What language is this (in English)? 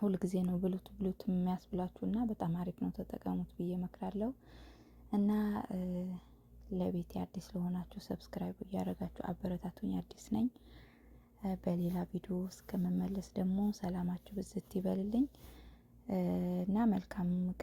Amharic